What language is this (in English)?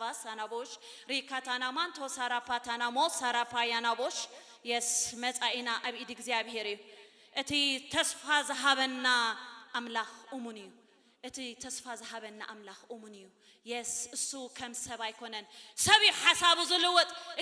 Tigrinya